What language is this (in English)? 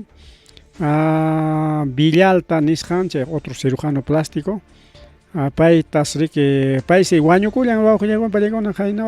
Ayacucho Quechua